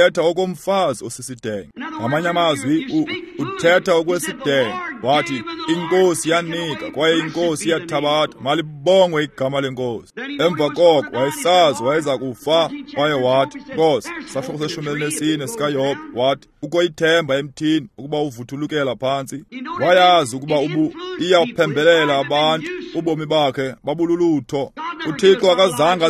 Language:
Xhosa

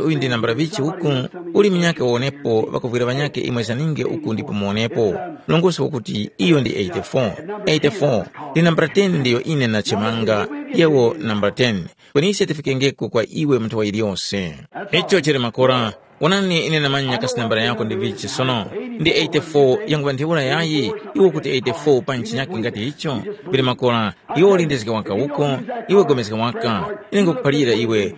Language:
Tumbuka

